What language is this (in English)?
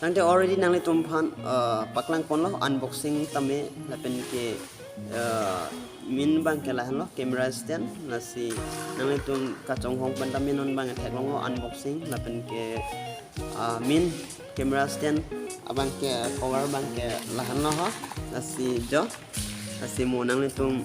Karbi